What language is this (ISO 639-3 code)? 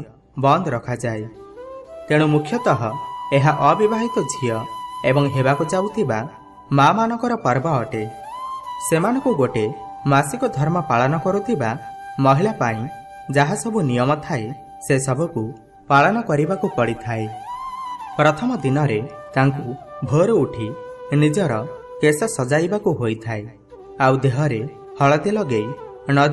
ori